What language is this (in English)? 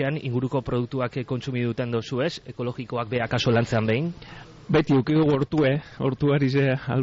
Basque